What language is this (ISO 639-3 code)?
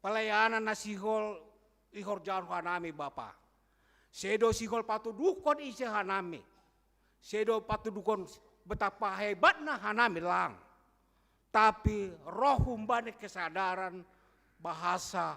bts